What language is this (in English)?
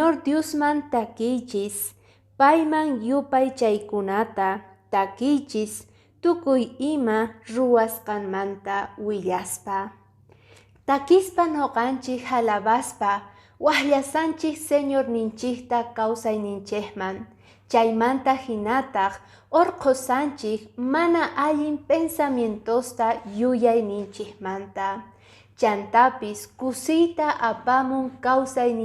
Quechua